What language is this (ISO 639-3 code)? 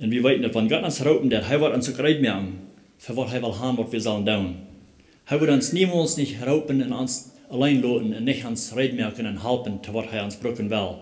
pdt